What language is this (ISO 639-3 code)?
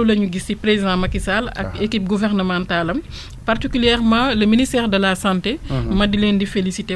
wol